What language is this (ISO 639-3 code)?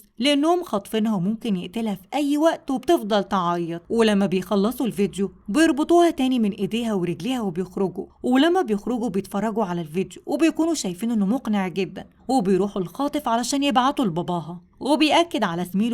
arz